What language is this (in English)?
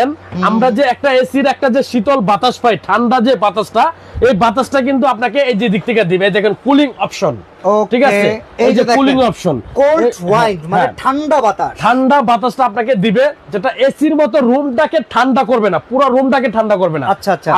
Bangla